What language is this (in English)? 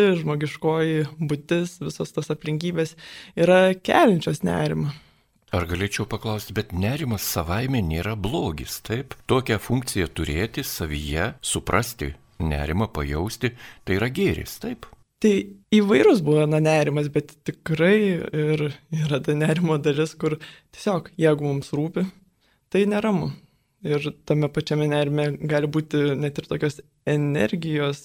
Lithuanian